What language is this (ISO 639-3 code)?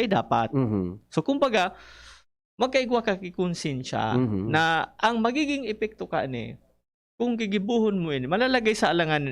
bik